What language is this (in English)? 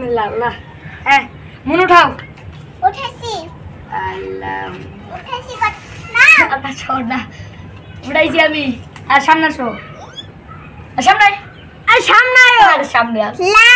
Bangla